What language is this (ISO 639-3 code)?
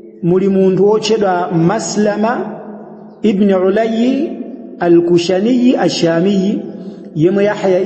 nya